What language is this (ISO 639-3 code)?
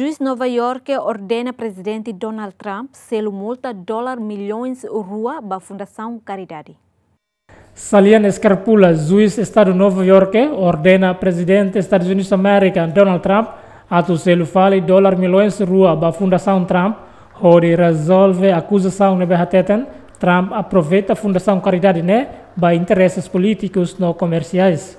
tet